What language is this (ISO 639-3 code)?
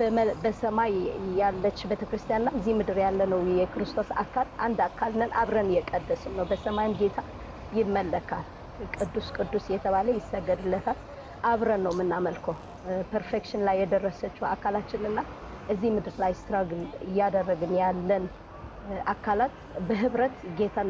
amh